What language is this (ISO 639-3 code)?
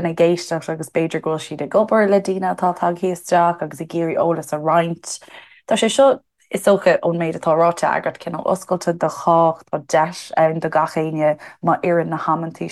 gle